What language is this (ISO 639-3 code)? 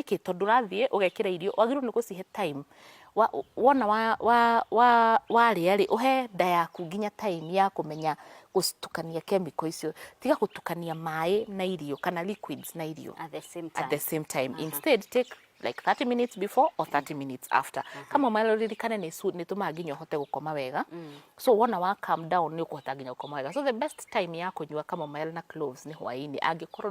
kik